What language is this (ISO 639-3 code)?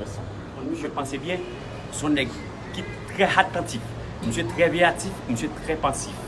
hat